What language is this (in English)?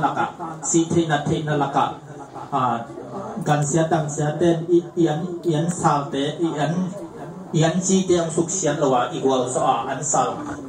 Tedim Chin